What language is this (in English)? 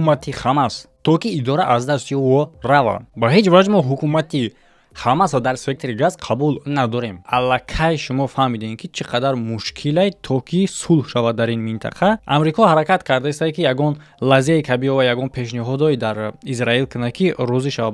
Tajik